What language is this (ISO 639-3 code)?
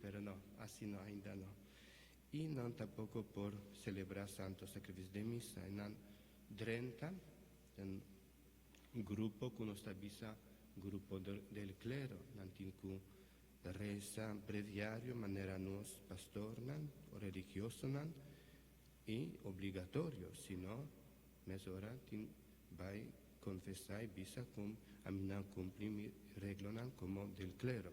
pap